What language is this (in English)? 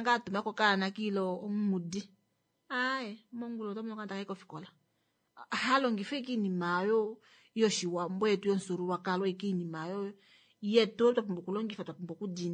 Kuanyama